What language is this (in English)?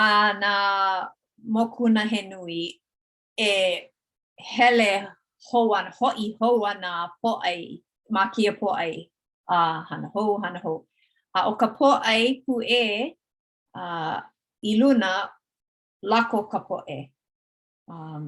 Hawaiian